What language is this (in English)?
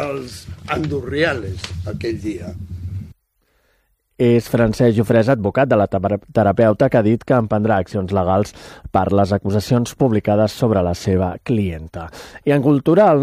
Catalan